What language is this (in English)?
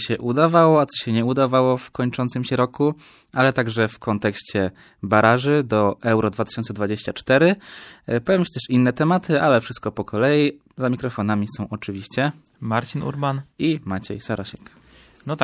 Polish